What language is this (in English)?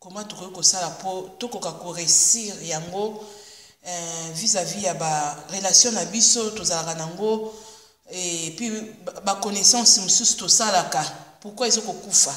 Lingala